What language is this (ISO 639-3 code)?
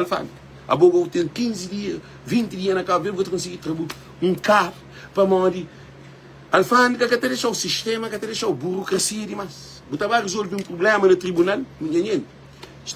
kea